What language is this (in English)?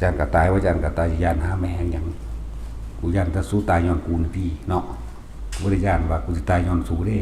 Northeastern Thai